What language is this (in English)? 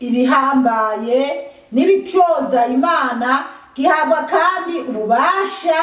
Rundi